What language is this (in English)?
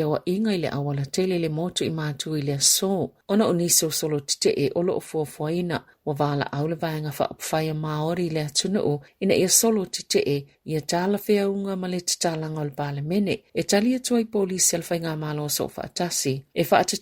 Samoan